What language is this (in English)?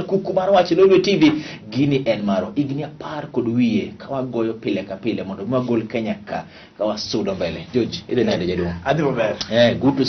Luo (Kenya and Tanzania)